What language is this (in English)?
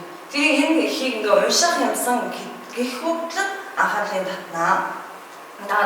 Mongolian